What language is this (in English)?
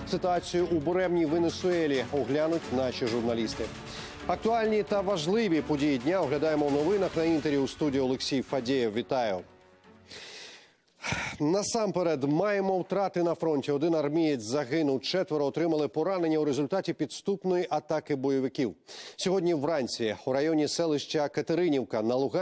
Ukrainian